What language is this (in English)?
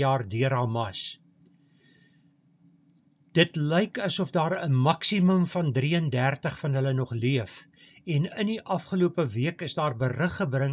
Afrikaans